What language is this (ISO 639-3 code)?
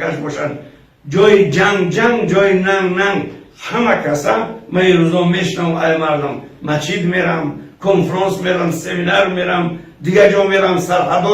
tgk